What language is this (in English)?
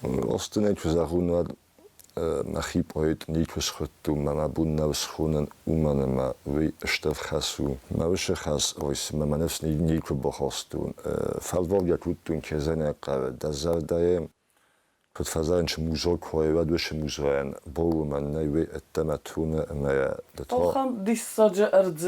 Ossetic